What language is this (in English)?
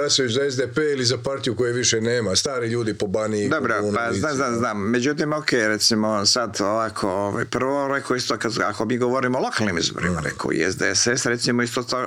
Croatian